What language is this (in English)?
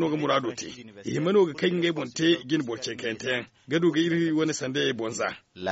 Zarma